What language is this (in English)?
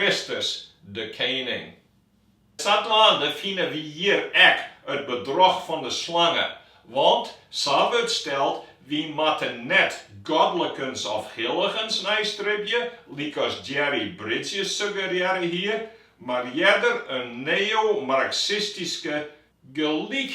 Western Frisian